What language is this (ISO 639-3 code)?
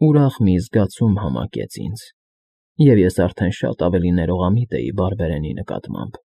hye